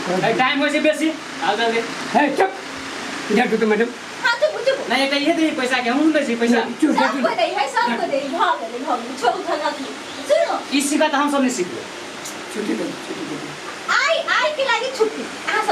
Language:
Maithili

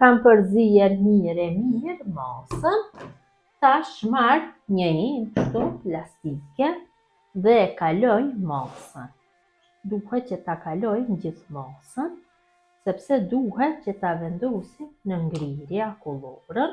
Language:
Albanian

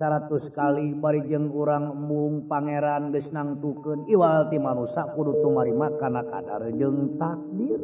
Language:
Sundanese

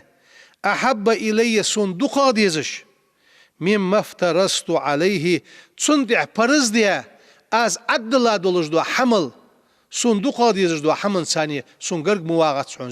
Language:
Ingush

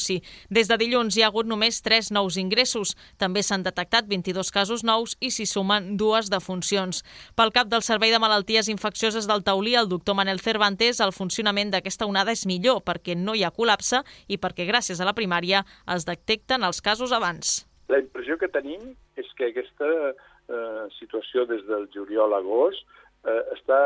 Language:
Catalan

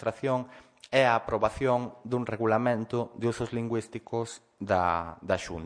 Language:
Galician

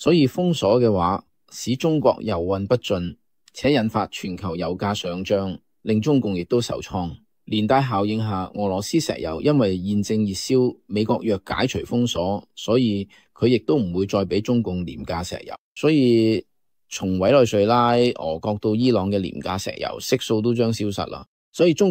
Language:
Cantonese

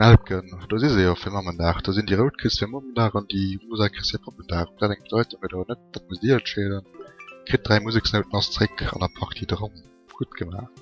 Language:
Luxembourgish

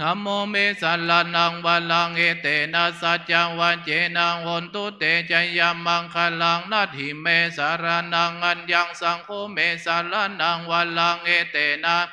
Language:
Pali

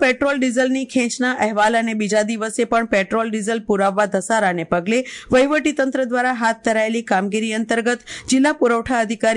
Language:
Gujarati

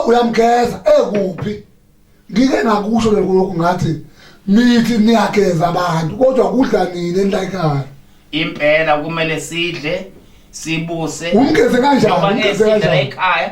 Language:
Zulu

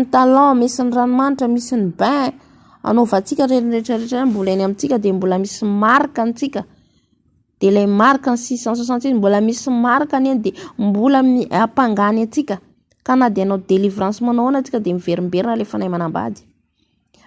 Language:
Malagasy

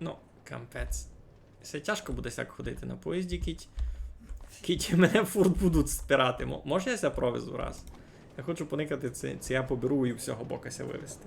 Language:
Rusyn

